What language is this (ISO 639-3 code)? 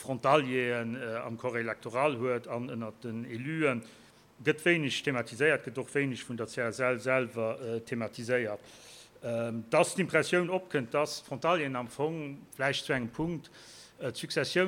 ltz